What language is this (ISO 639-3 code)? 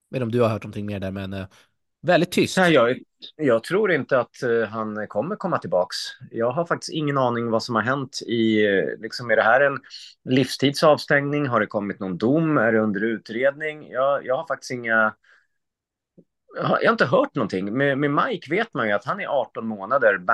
swe